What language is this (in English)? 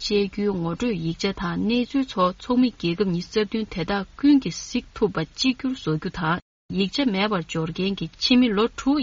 Tibetan